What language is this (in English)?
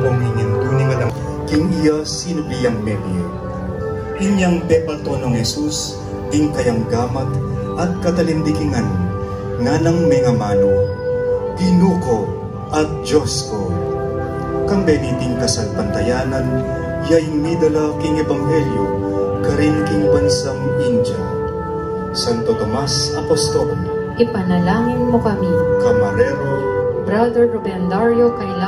Pampanga